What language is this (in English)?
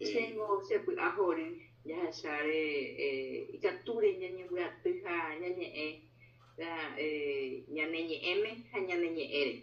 Guarani